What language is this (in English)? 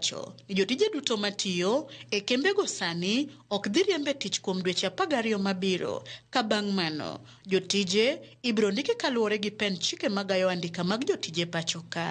Luo (Kenya and Tanzania)